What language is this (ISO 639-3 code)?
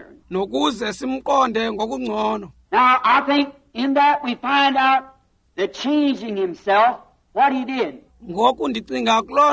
xho